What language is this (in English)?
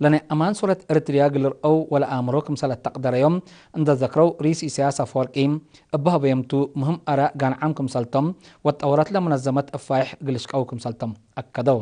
Tigre